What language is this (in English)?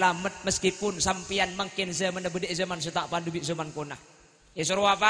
Madurese